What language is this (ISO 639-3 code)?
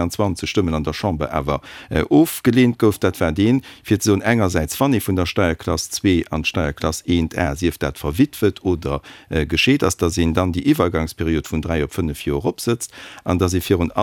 ltz